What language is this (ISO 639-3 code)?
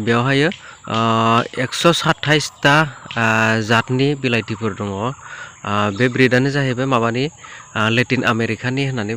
brx